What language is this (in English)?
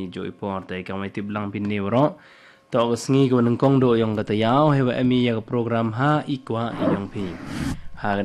Khasi